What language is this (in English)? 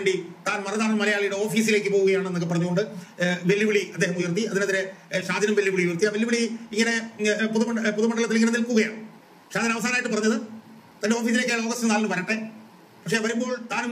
Malayalam